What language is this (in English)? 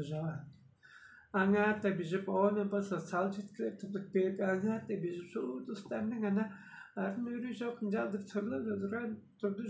Tuvinian